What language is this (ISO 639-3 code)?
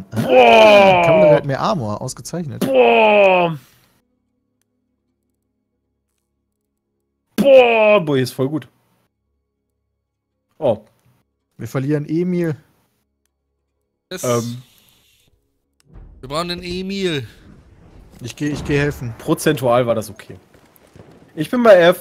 deu